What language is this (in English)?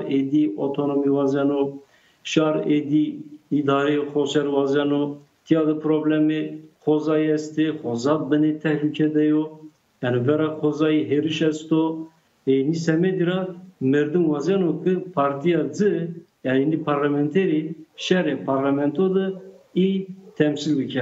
Zaza